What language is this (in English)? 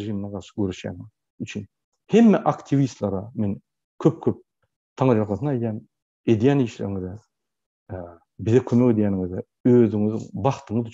Turkmen